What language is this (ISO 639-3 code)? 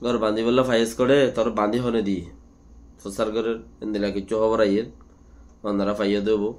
rhg